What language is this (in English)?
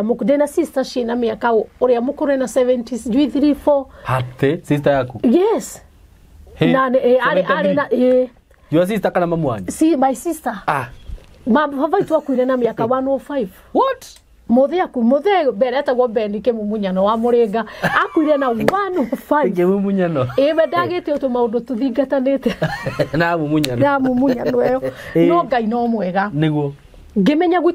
Kikuyu